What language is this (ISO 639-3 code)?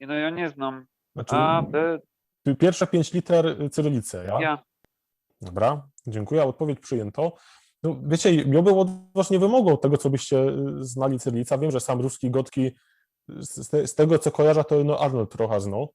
szl